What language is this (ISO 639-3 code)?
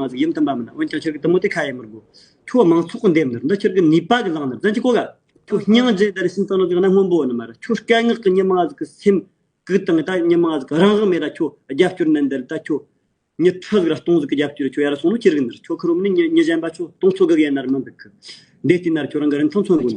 bod